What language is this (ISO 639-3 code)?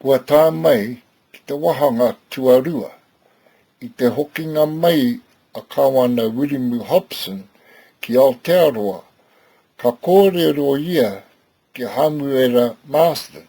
mri